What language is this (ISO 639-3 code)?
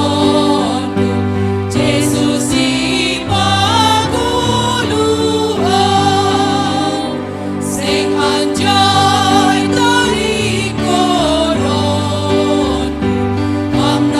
bts